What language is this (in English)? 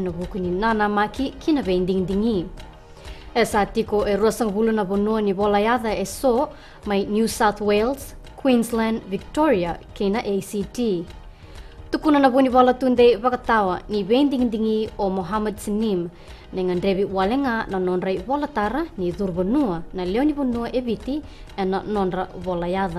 Fijian